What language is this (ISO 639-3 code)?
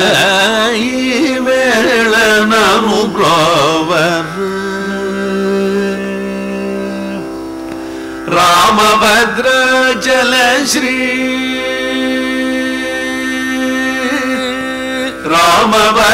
tel